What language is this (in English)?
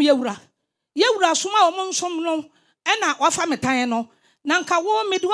Akan